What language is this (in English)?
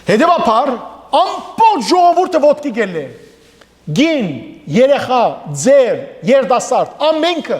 Western Armenian